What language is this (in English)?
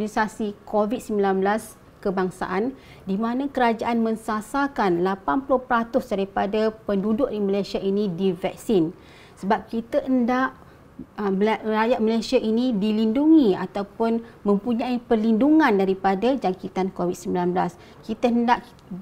Malay